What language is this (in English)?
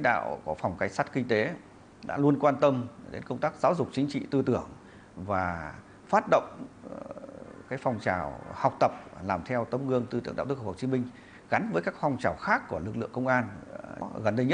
Vietnamese